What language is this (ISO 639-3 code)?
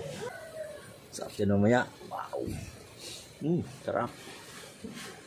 fil